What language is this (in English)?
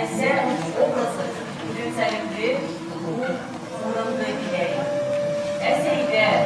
Bashkir